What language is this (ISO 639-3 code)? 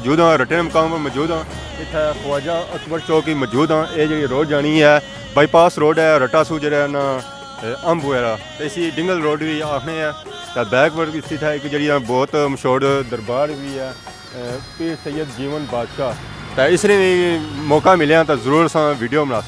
phr